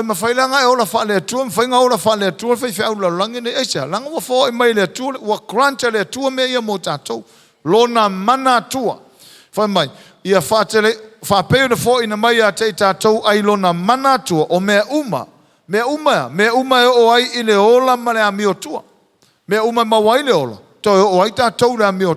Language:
Samoan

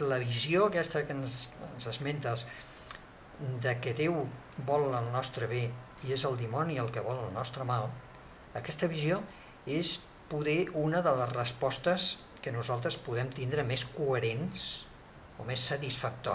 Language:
Catalan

